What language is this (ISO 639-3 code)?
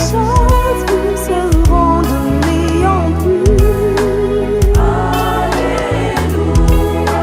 bam